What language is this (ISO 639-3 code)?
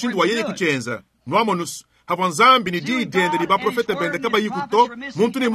lua